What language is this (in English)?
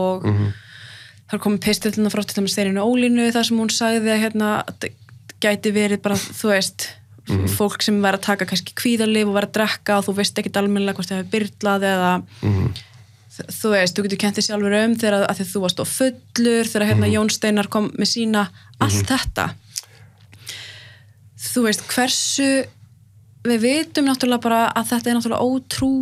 Icelandic